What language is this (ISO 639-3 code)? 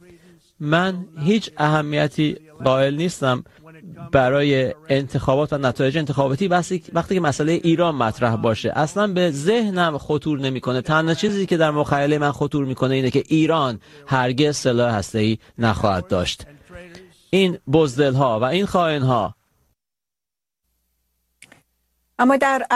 fas